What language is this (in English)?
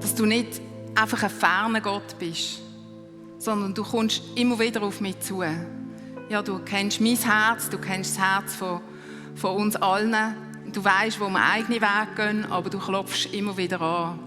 Swiss German